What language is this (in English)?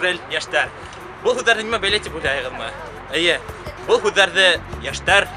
Bashkir